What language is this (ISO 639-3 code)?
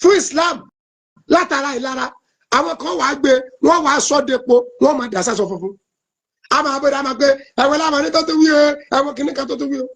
yor